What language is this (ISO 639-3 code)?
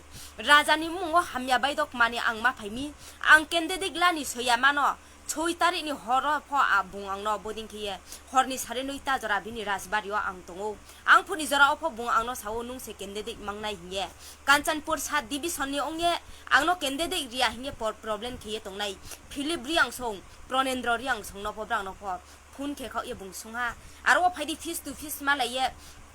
ria